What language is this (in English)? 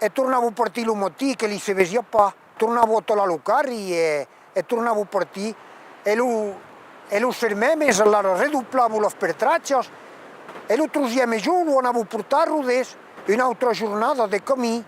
Occitan